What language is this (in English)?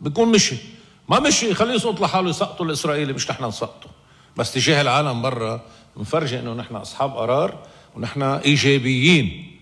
North Levantine Arabic